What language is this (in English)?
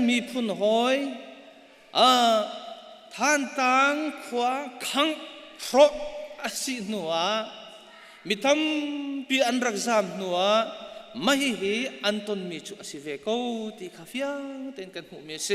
Hakha Chin